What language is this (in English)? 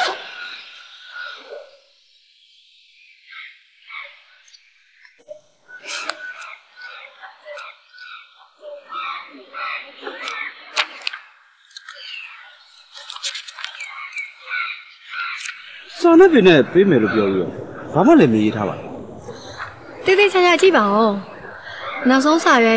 Burmese